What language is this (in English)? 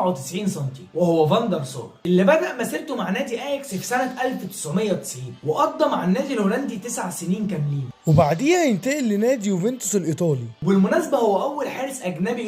Egyptian Arabic